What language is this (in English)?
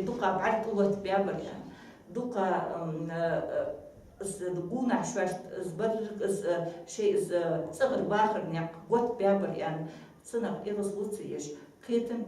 Ingush